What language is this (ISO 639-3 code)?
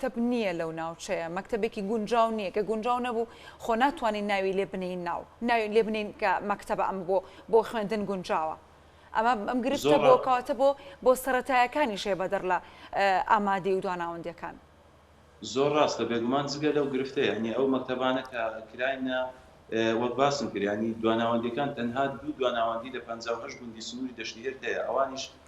ckb